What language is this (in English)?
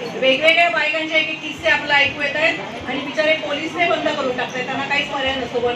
Marathi